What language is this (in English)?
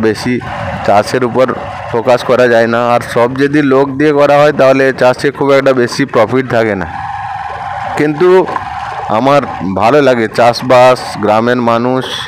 Bangla